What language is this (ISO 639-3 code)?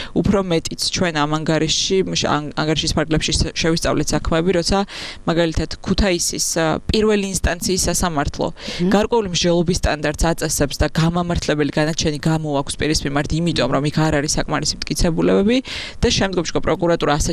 kat